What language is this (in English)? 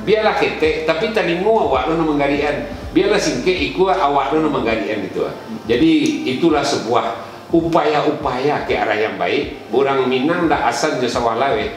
Minangkabau